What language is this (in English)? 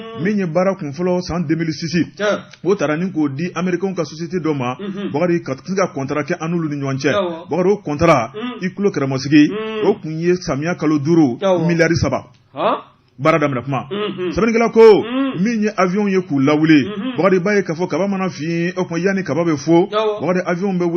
Bambara